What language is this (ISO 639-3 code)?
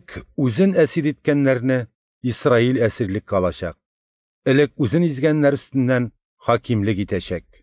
tat